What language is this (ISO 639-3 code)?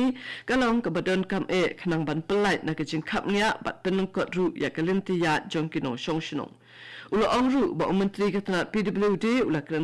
kha